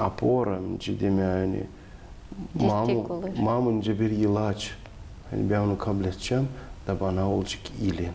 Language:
Gagauz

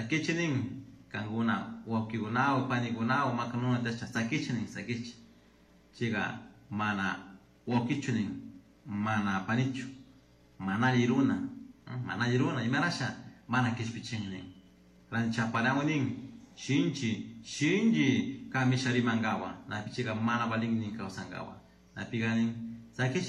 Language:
Chimborazo Highland Quichua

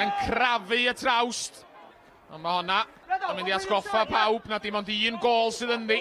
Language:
Welsh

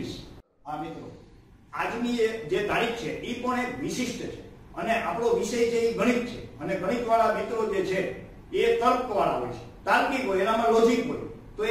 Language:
Gujarati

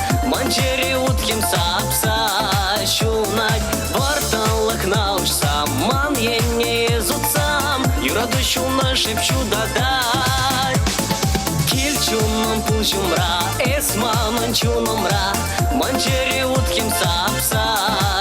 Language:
Chuvash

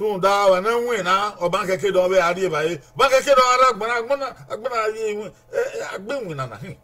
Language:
Bini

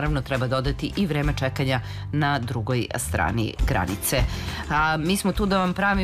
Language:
Serbian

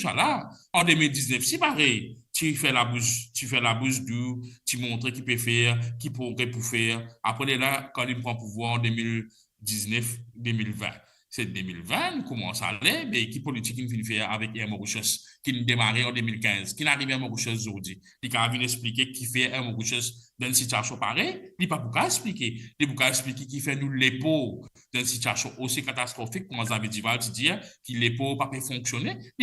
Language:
Morisyen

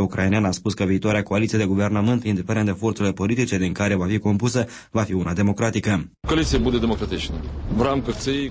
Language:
Romanian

